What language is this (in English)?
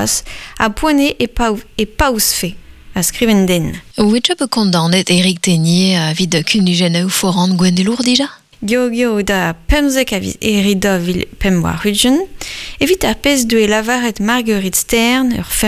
Breton